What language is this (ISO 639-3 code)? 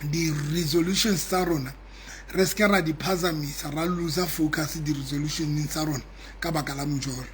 sot